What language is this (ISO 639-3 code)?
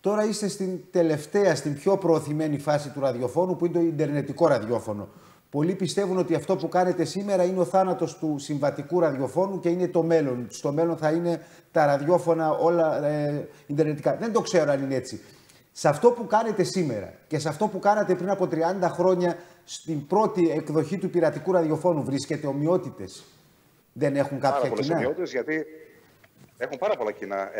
ell